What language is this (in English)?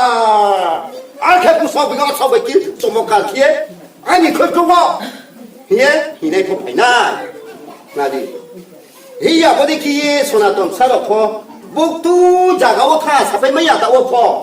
Riang (India)